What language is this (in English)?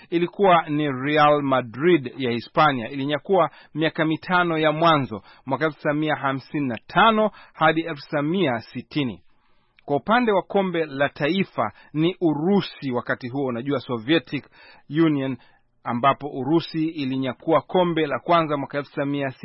Swahili